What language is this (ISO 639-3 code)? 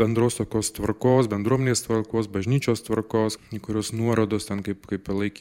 lit